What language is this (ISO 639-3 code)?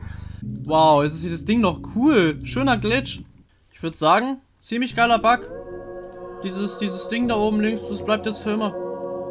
deu